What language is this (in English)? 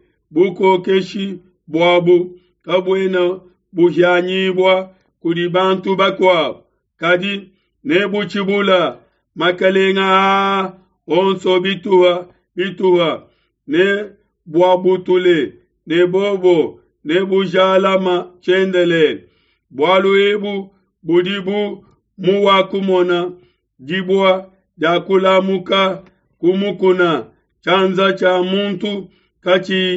Luba-Lulua